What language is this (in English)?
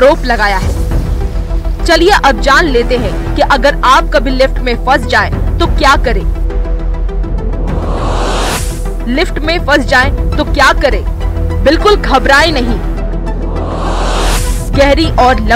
Hindi